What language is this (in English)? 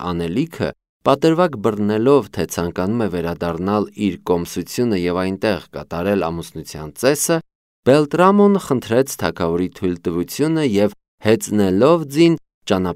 Armenian